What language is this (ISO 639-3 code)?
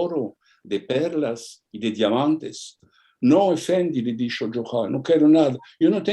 lad